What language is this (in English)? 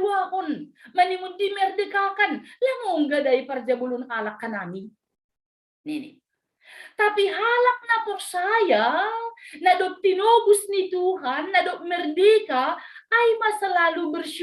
Batak Simalungun